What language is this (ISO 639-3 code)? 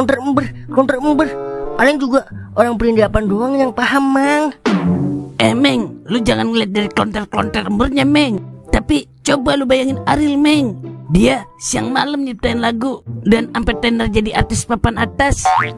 bew